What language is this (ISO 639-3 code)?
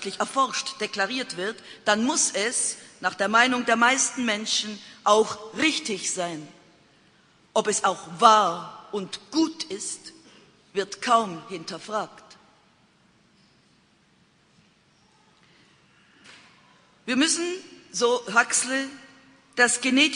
deu